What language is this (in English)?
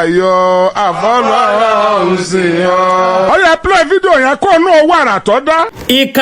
Yoruba